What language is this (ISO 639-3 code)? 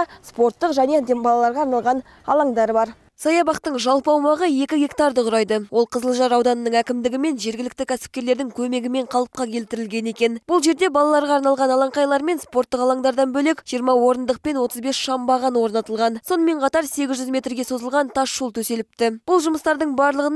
kaz